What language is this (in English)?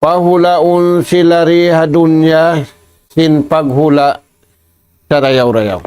Tausug